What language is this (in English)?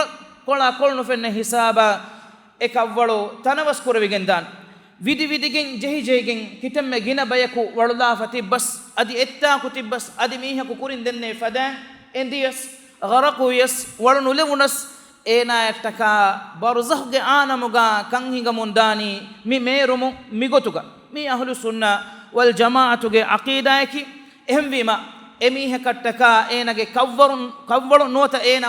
Divehi